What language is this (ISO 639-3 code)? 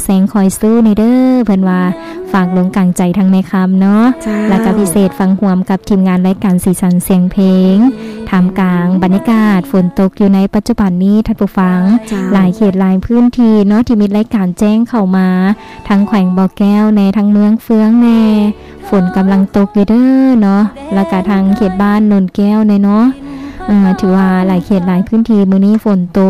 lao